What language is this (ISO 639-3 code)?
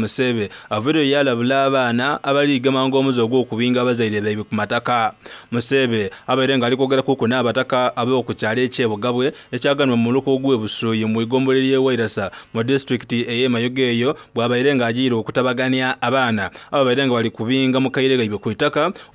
xog